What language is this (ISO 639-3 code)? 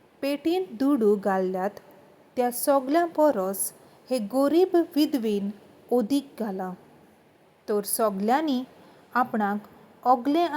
kok